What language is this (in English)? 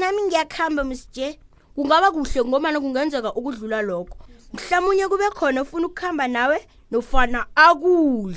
South Ndebele